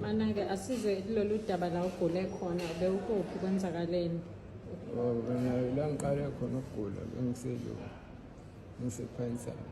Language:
Zulu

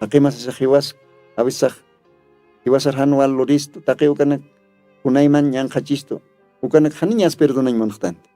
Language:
Aymara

